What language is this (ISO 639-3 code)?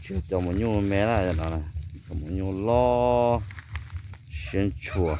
hmn